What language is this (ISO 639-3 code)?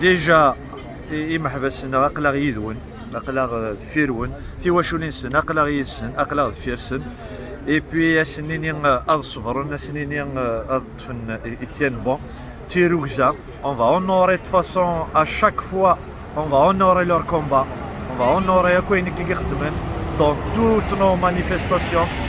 kab